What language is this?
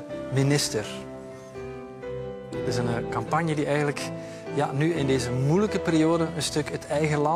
Dutch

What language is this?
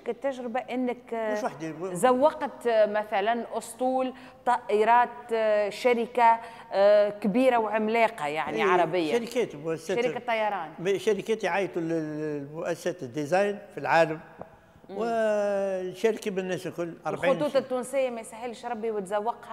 Tunisian Arabic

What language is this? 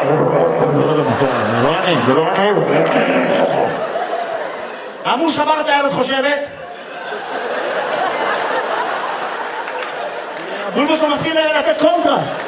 Hebrew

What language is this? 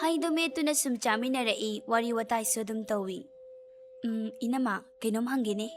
Manipuri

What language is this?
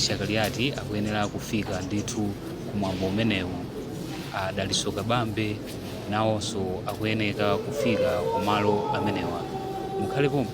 Nyanja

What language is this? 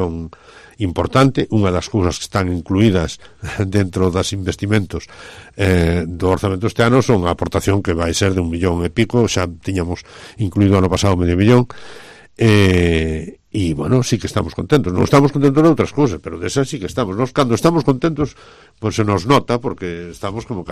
Galician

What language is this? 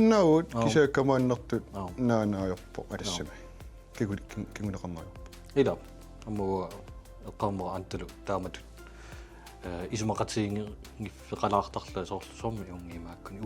Kalaallisut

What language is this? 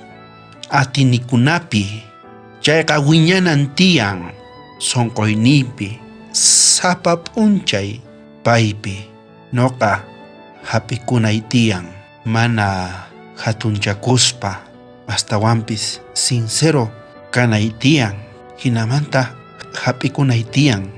South Bolivian Quechua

